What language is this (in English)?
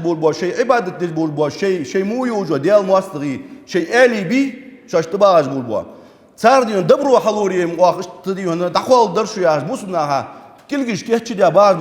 Ingush